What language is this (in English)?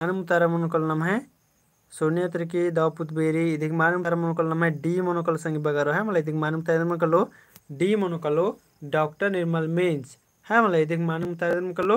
Kurukh